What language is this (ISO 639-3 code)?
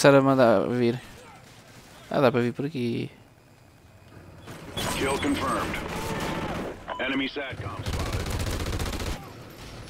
por